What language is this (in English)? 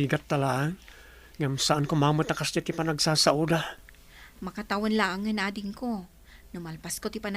Iloko